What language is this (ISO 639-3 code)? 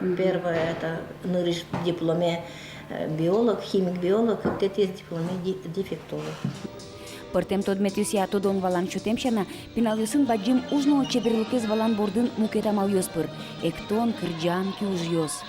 udm